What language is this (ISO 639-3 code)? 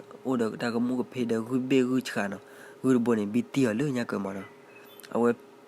ksw